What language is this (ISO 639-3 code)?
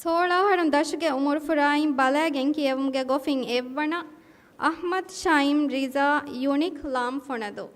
div